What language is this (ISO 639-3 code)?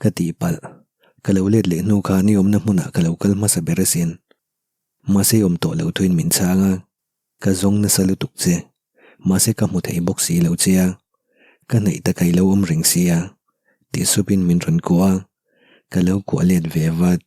lus